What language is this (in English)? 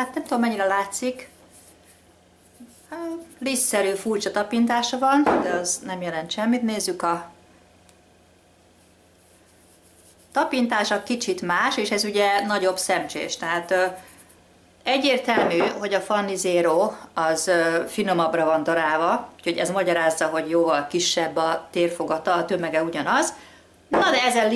Hungarian